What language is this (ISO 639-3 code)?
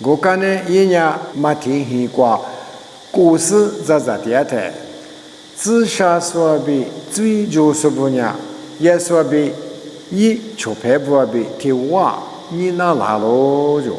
lis